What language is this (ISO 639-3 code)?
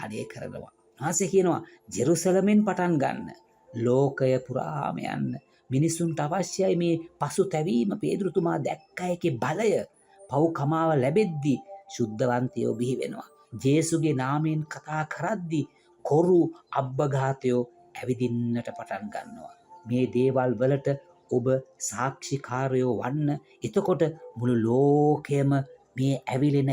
sin